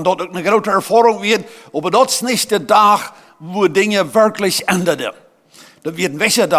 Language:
Plautdietsch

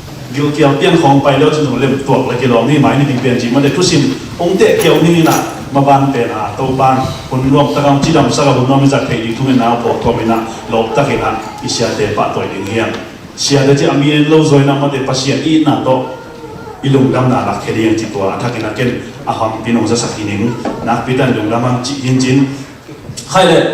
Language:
Tedim Chin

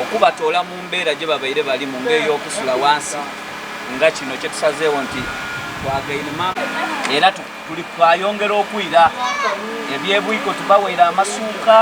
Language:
Soga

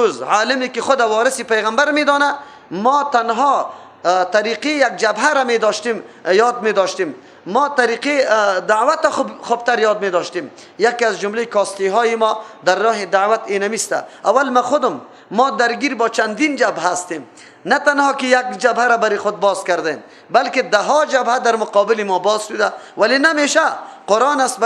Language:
Persian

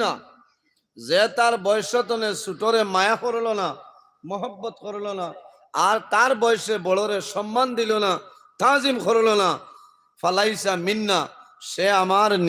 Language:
Sylheti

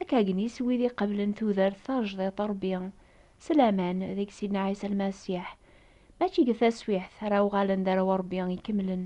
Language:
Kabyle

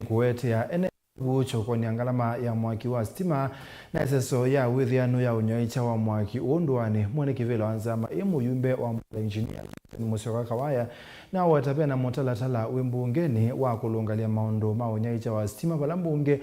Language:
Kamba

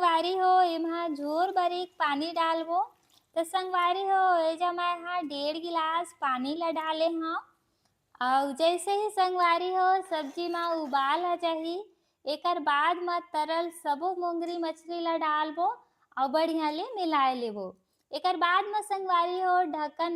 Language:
Chhattisgarhi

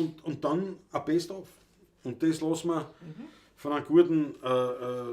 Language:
Bavarian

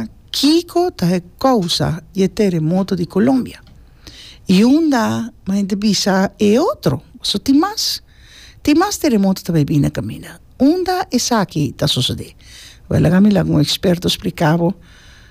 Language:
Papiamento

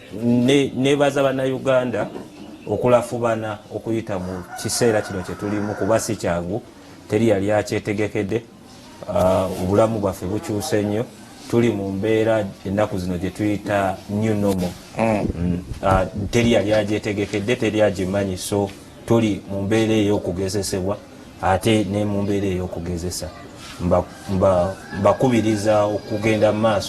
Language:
Ganda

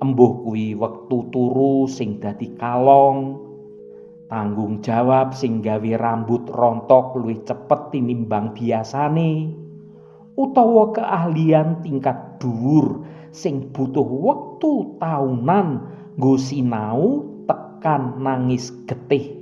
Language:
Javanese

